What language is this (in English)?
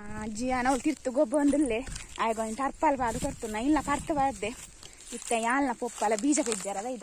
Tulu